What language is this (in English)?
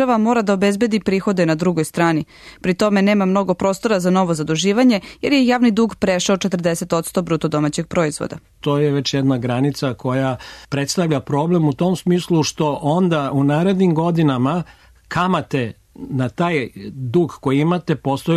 Serbian